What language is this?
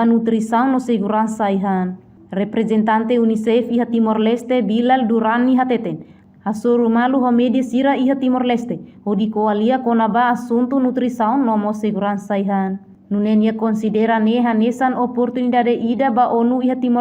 Tetum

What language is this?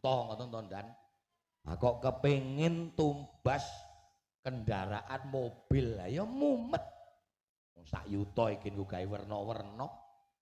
Javanese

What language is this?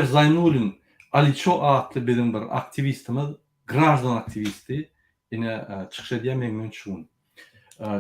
Turkmen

